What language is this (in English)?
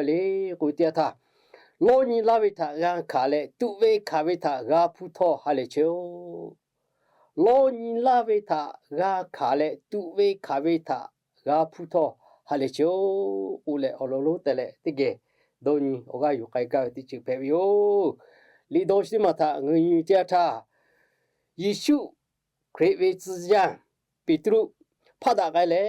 Lahu